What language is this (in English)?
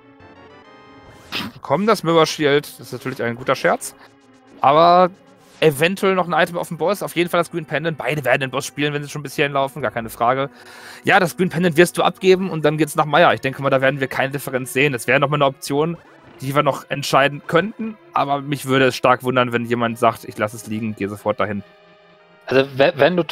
German